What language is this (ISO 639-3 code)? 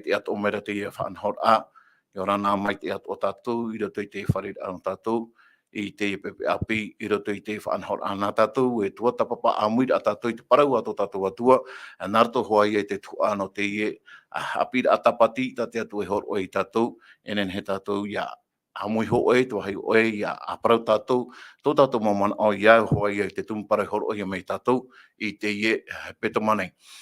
tah